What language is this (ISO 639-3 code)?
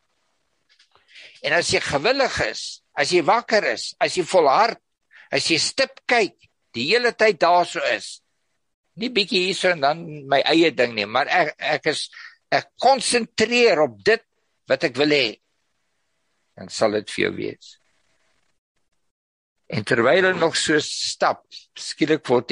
afr